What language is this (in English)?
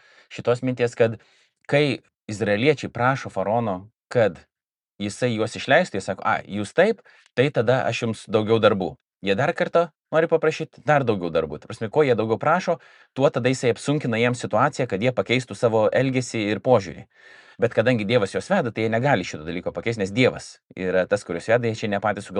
Lithuanian